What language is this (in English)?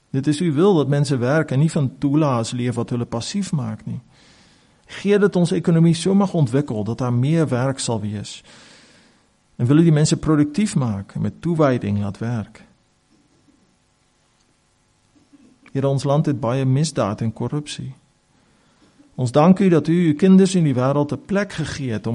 Afrikaans